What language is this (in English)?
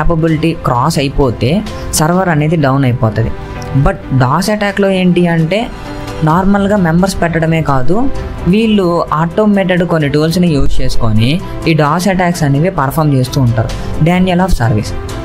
Telugu